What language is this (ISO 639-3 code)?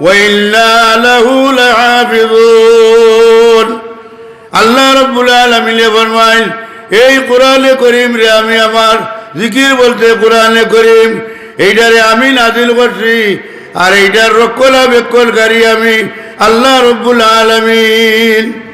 syl